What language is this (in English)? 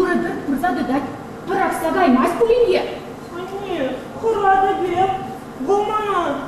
Chuvash